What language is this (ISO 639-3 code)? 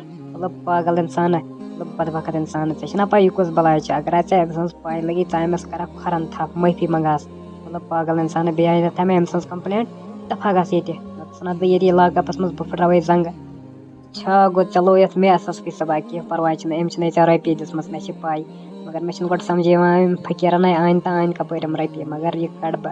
kas